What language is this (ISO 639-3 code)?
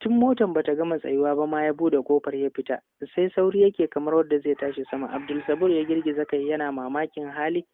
hau